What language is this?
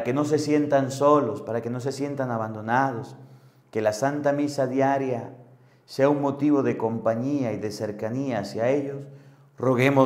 Spanish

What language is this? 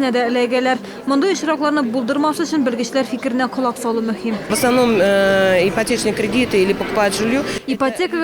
Tatar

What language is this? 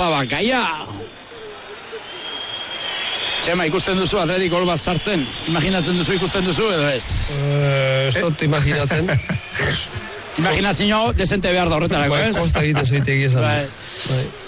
Basque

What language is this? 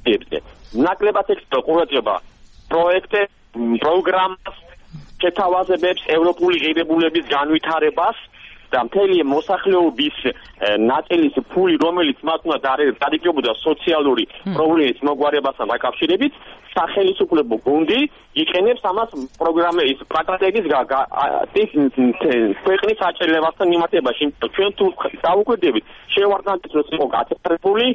Georgian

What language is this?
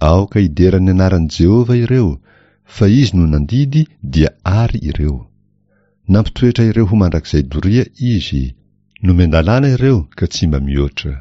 Malagasy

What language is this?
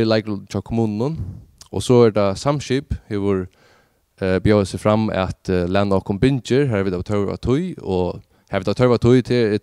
Faroese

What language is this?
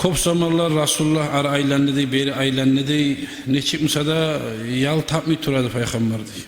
Kumyk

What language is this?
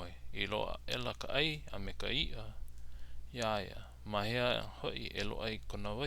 Hawaiian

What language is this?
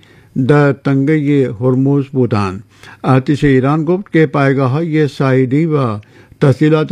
Persian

